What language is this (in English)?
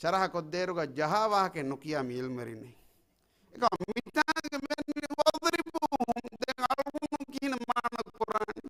Divehi